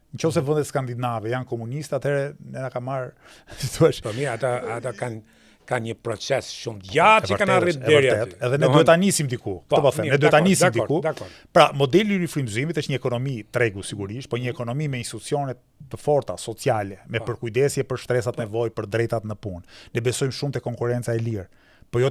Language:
Albanian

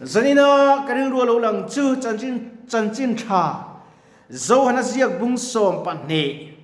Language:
Mizo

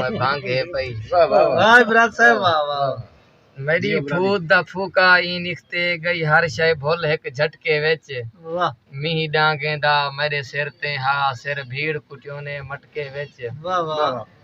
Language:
Saraiki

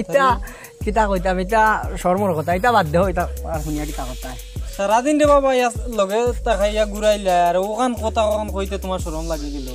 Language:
Sylheti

